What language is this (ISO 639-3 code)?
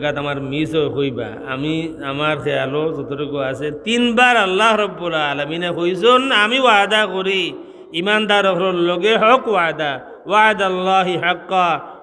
syl